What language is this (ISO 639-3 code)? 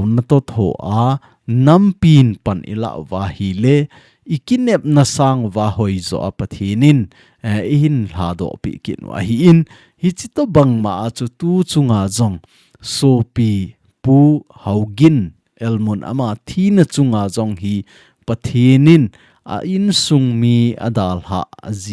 tcz